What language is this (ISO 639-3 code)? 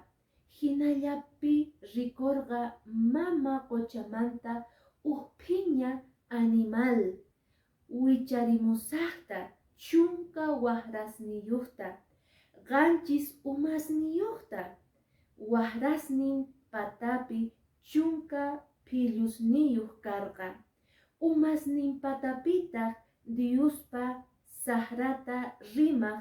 que